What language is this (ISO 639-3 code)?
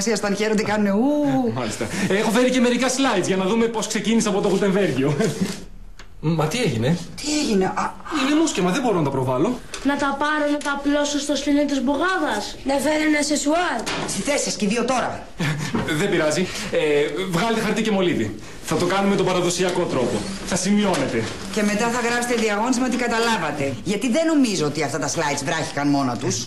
ell